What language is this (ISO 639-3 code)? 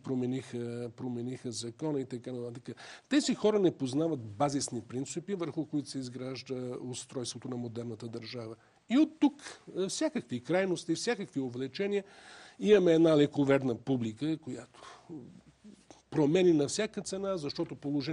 bul